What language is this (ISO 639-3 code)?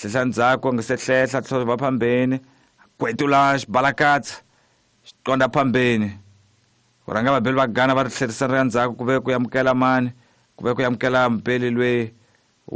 tso